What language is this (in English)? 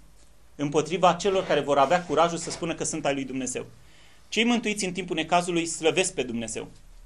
Romanian